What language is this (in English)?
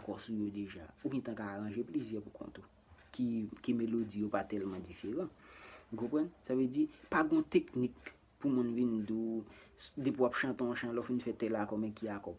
Haitian Creole